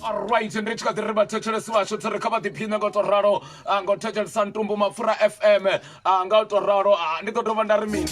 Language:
Venda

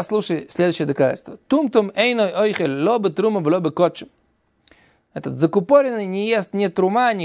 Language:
Russian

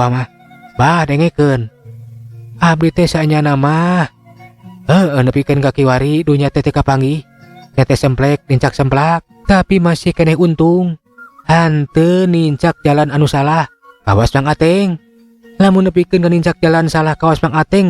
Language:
Sundanese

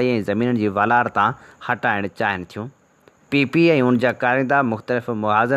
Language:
Sindhi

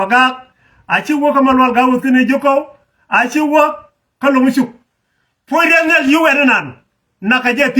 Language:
Nuer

